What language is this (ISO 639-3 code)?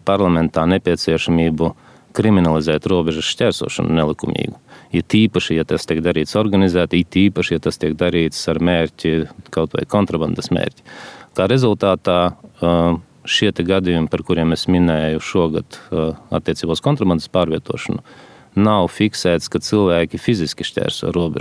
lav